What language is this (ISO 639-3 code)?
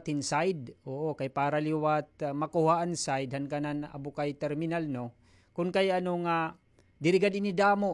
war